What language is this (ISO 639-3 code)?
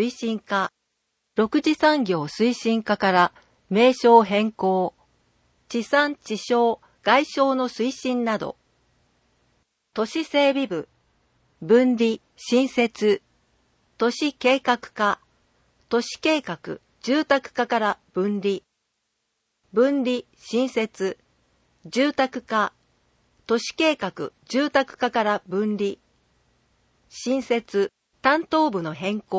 jpn